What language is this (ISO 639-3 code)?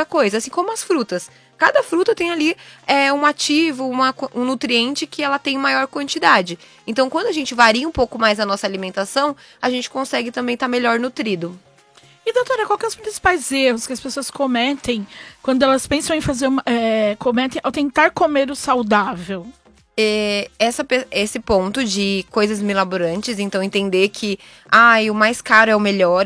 por